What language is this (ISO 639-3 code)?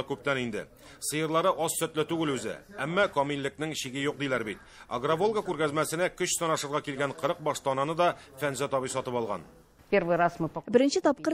tat